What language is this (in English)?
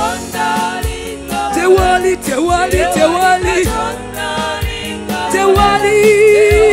Ganda